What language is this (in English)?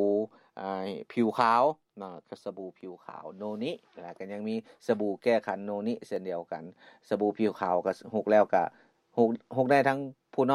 Lao